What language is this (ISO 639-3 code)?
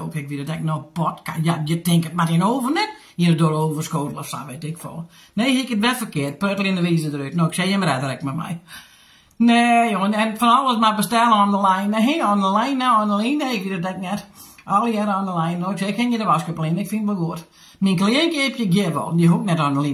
fry